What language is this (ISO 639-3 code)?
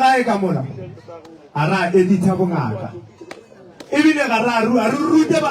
nso